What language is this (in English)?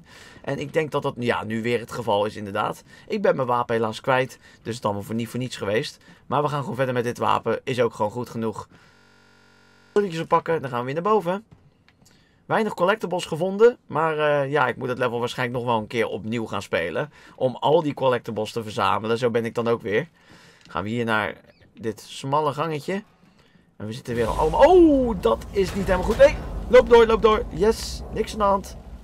Dutch